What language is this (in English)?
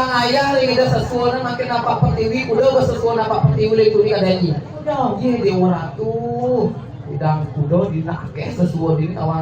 Balinese